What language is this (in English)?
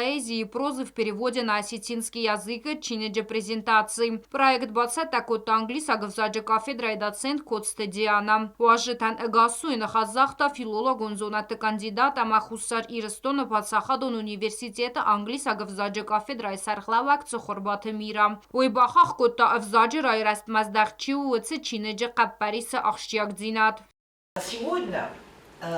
Ossetic